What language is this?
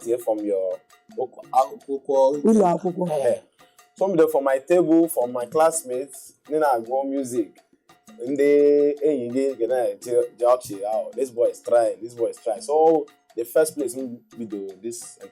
Igbo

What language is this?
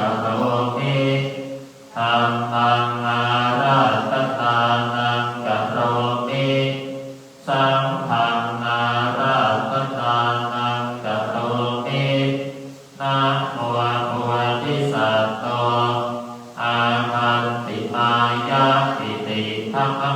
Pali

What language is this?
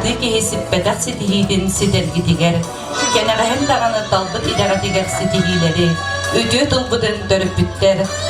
Yakut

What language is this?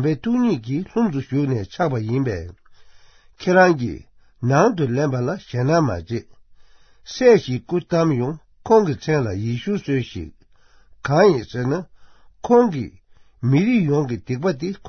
Tibetan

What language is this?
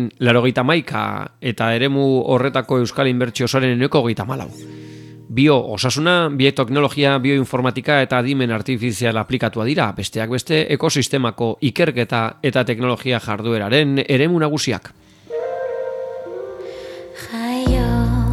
Basque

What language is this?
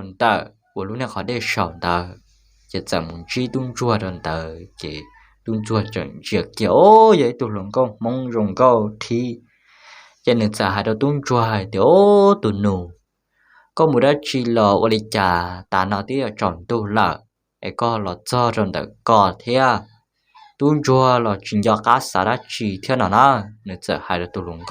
Hmong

